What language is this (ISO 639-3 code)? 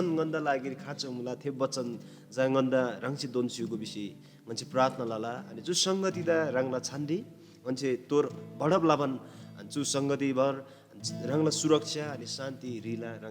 taj